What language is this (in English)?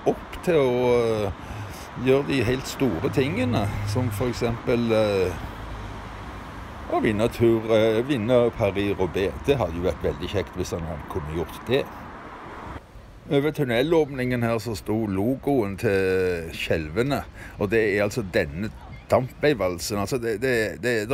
Norwegian